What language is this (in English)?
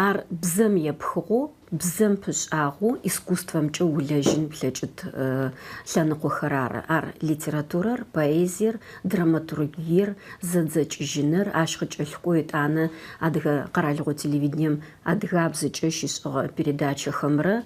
Adyghe